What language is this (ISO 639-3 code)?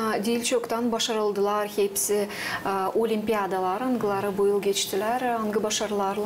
gag